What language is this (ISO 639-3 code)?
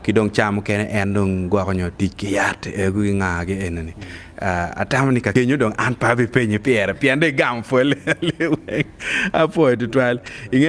ach